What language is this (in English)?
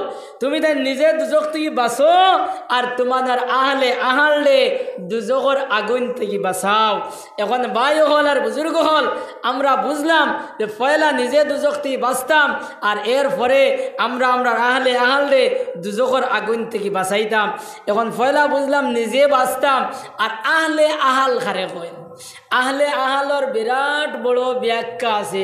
Sylheti